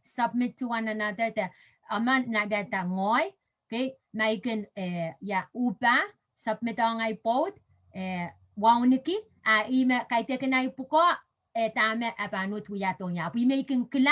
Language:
Pohnpeian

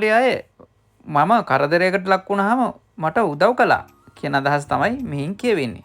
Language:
Sinhala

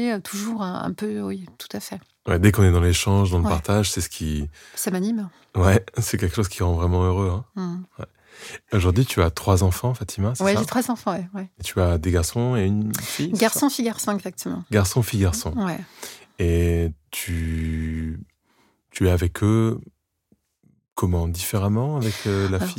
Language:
French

